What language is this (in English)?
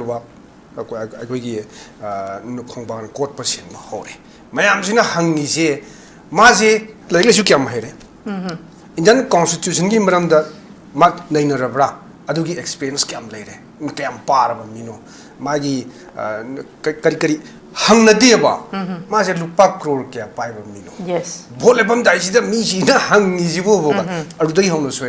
Manipuri